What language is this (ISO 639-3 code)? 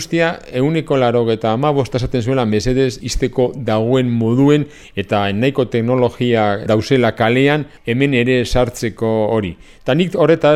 eus